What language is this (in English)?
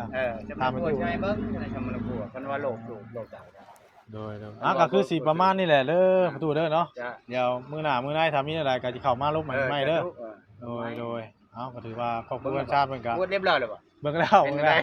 Northeastern Thai